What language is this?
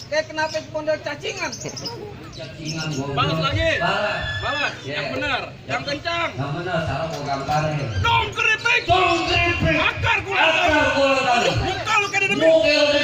Betawi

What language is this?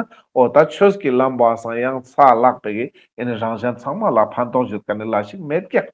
Ladakhi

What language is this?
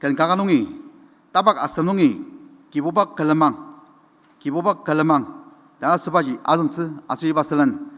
Ao Naga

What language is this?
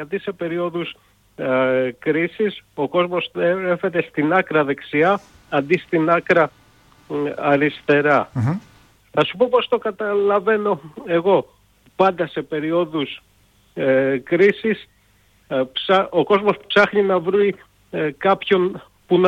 Greek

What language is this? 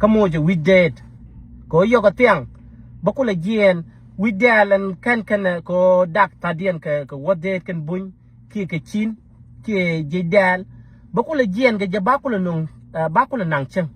Nuer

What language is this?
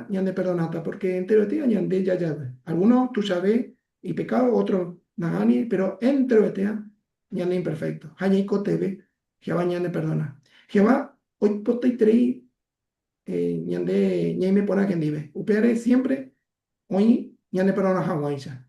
Guarani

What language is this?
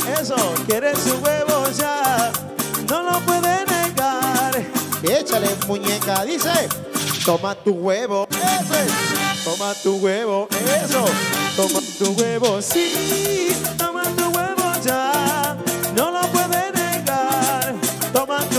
Spanish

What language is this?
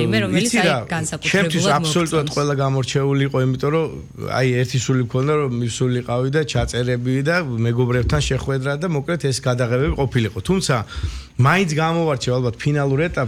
Georgian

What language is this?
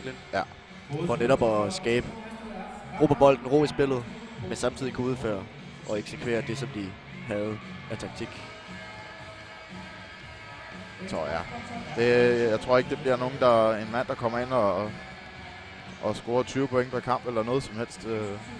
Danish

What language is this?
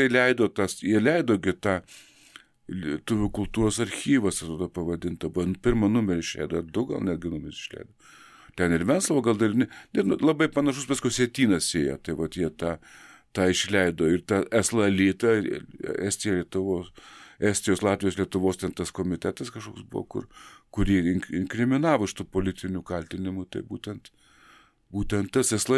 Lithuanian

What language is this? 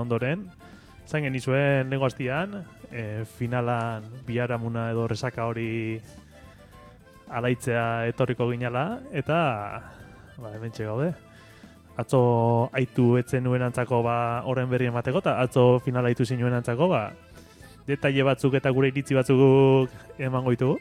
Basque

